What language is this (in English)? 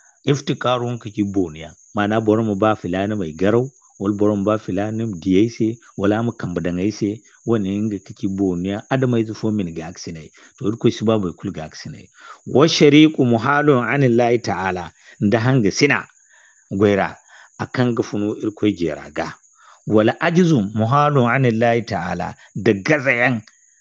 Zarma